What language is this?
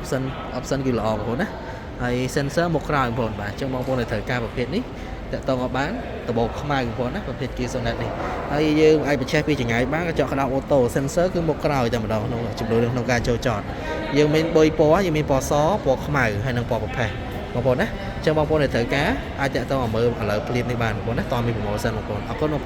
Khmer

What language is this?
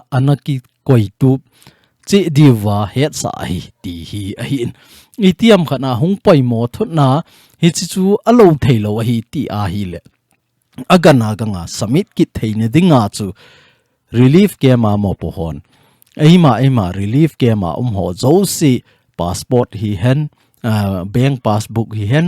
Thado Chin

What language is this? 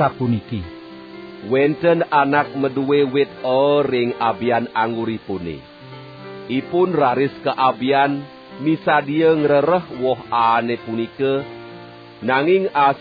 Balinese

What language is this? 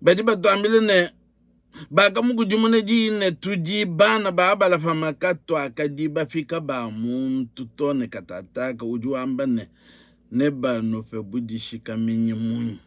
Luba-Lulua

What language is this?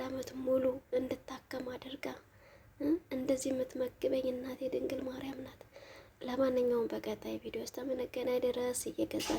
Amharic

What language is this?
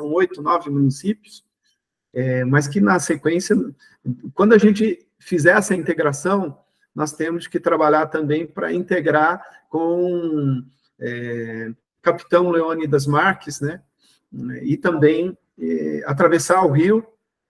Portuguese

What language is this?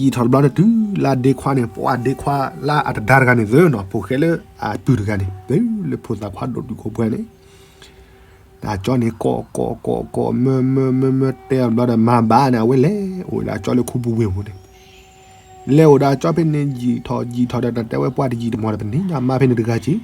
S'gaw Karen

